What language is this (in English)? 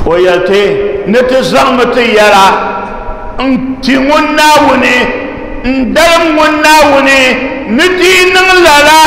Dagbani